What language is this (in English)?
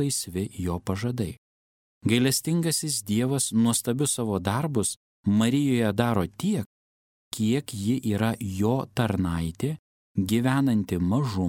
Lithuanian